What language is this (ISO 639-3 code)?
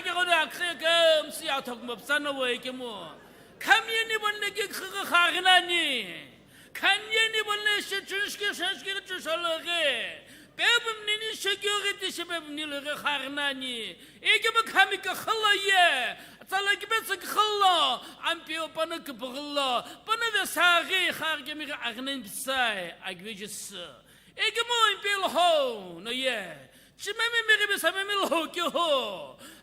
nsm